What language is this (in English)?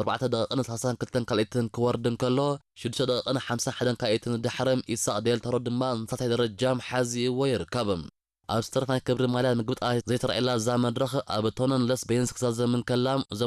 Tigrinya